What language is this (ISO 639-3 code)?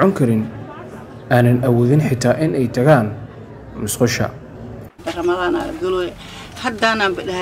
som